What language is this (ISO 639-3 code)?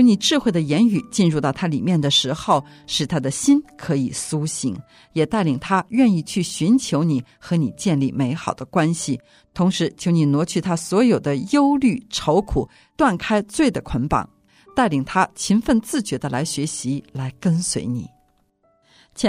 zho